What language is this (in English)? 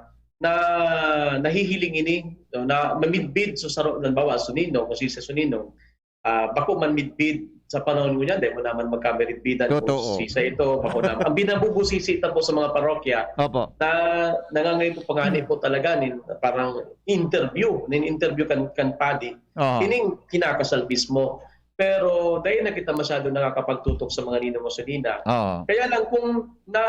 Bikol